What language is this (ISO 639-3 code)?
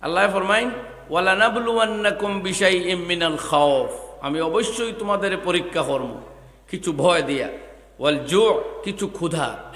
syl